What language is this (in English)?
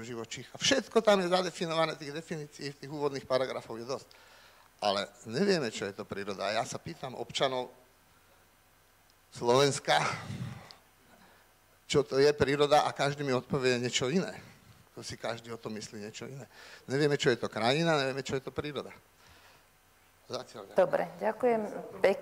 Slovak